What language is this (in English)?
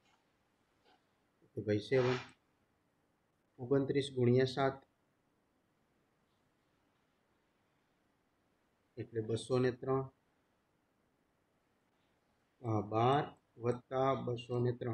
Gujarati